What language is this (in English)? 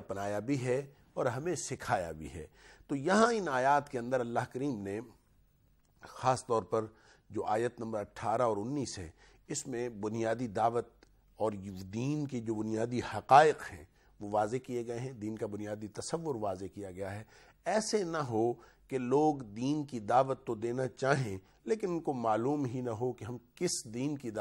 Urdu